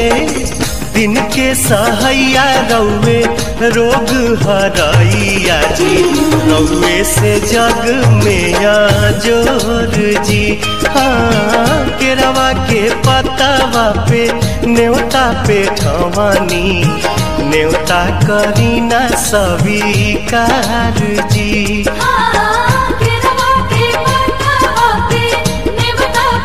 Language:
Bhojpuri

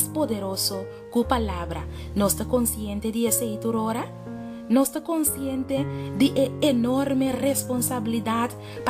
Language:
Papiamento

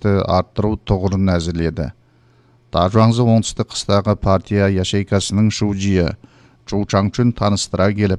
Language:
Kazakh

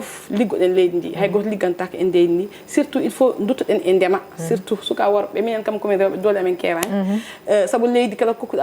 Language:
Fula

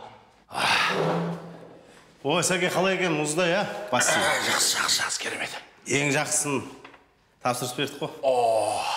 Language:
Kazakh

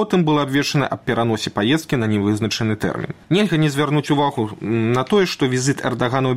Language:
Belarusian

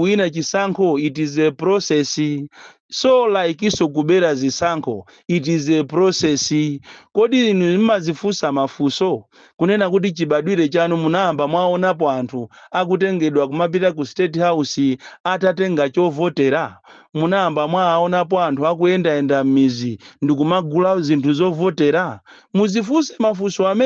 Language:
Nyanja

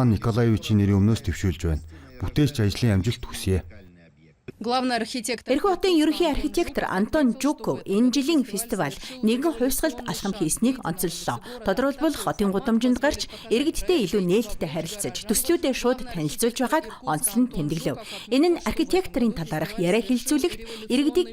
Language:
Mongolian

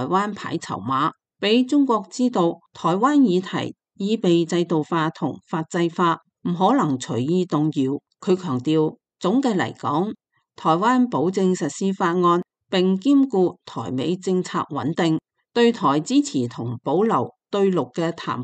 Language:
Cantonese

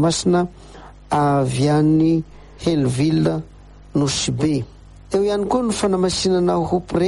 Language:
Malagasy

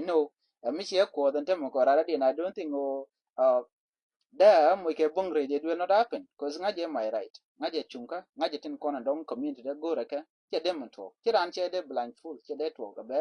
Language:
Nuer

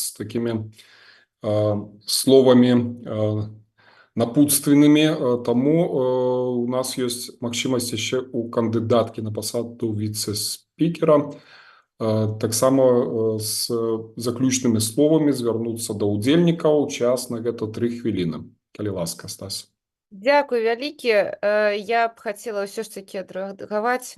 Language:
Belarusian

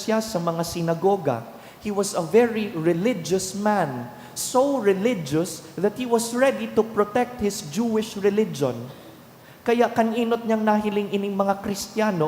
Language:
Bikol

